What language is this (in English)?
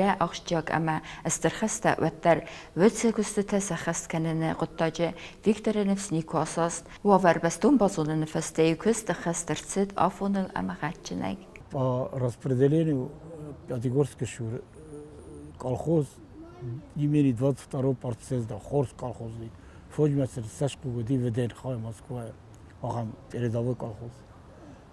Ossetic